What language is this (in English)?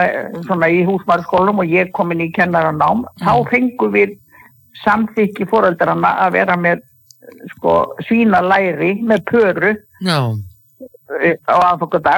Icelandic